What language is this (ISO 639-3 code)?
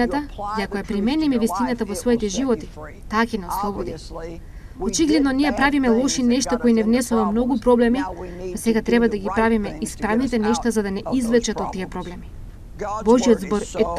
mkd